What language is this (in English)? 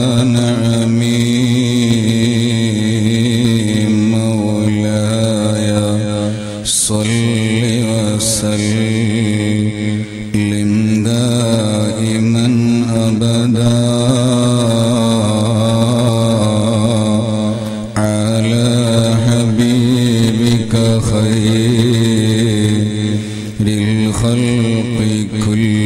Malayalam